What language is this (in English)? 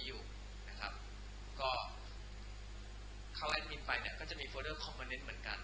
Thai